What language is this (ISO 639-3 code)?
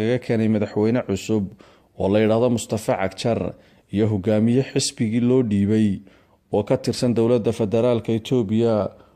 som